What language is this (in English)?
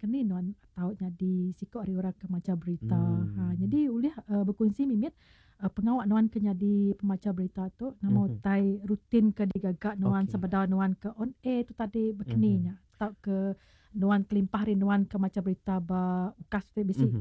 Iban